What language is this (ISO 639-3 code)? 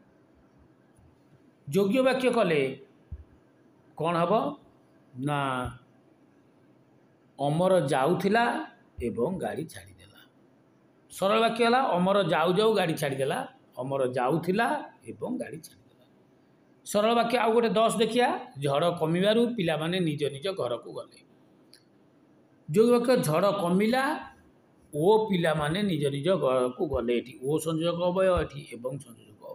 ori